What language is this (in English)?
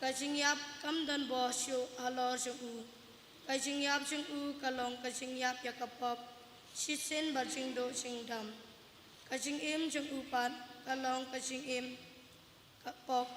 Khasi